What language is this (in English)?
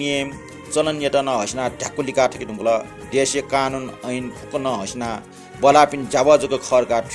Newari